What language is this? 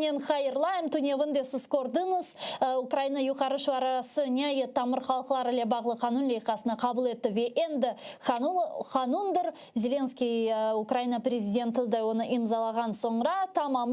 Crimean Tatar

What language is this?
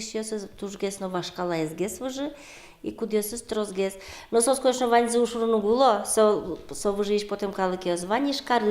Udmurt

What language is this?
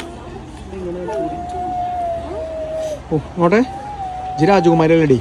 Malayalam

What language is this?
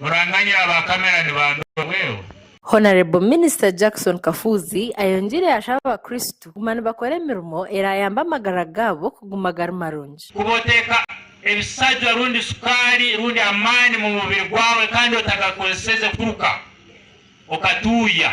Nyankole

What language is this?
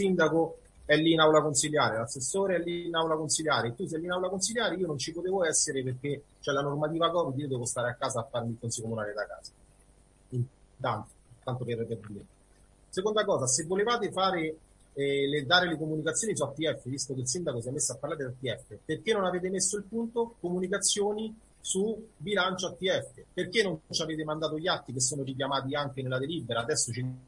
Italian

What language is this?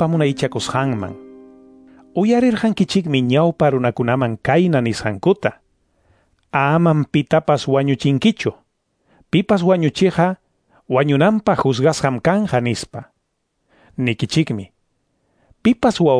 Ayacucho Quechua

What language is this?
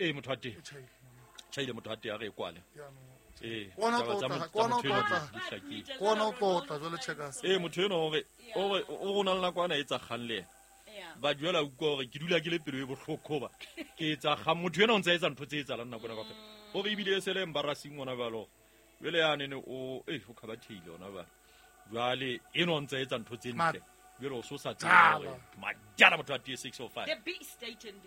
Southern Sotho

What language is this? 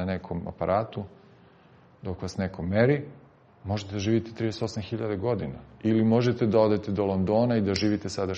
Serbian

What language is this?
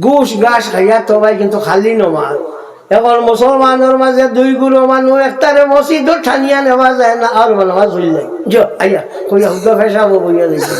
Sylheti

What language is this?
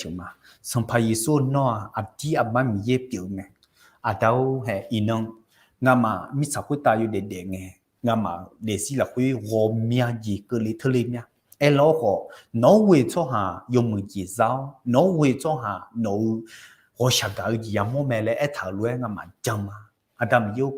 Akha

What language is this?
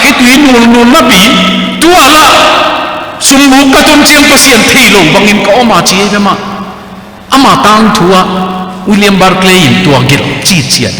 Tedim Chin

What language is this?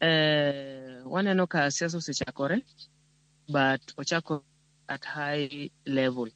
Luo (Kenya and Tanzania)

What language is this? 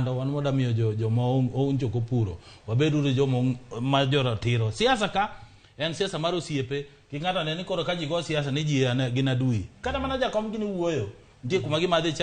Luo (Kenya and Tanzania)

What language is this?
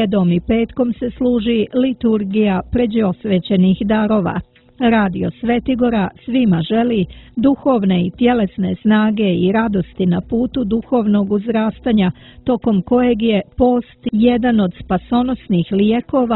Serbian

